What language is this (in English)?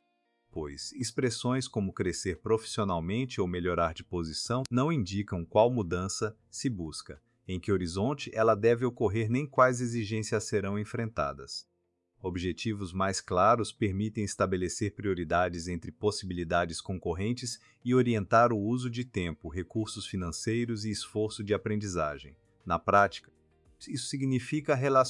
Portuguese